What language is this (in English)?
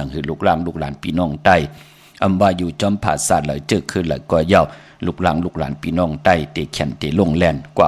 Shan